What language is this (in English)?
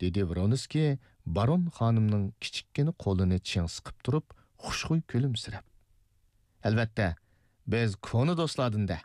Uyghur